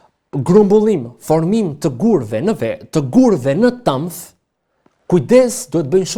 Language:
Albanian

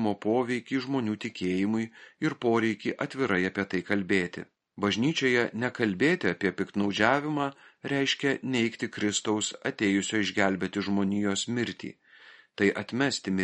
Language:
Lithuanian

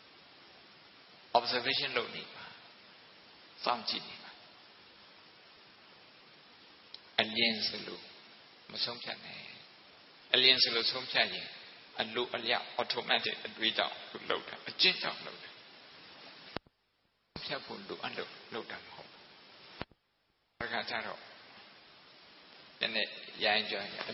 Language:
Burmese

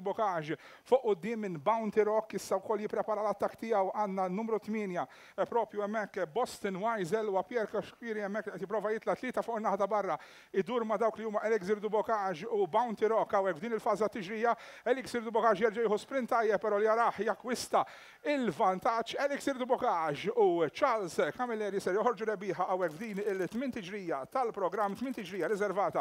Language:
Maltese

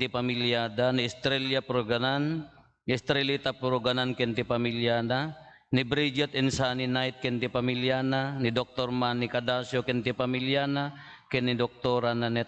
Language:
Iloko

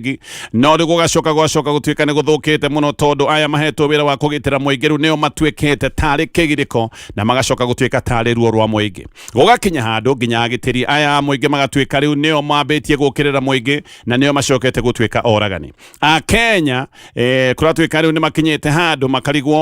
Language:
Kikuyu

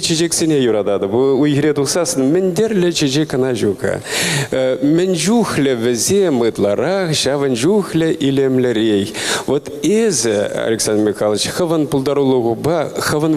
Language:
Chuvash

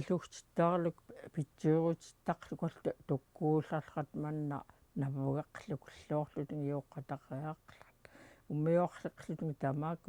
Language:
Central Yupik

